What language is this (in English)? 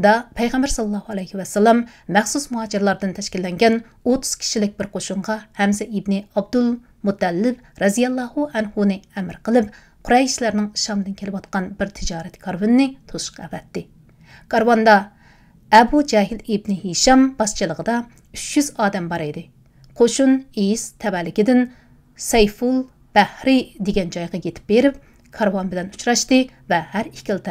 Uyghur